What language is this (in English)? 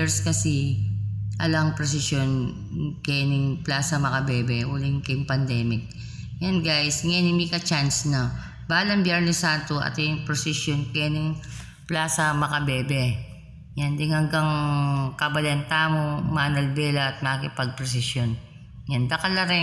Pampanga